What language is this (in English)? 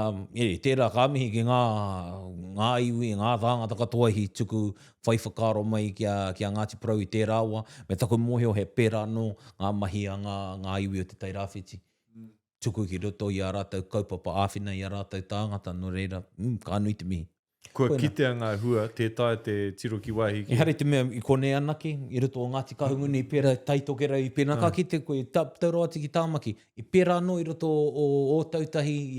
Māori